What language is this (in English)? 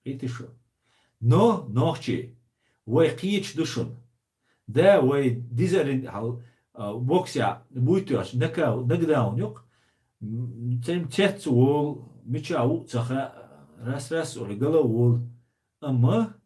Chechen